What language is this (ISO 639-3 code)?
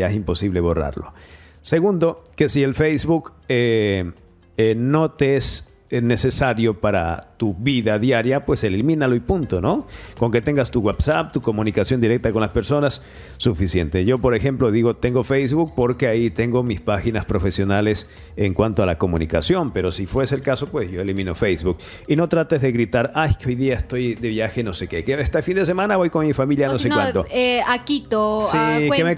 spa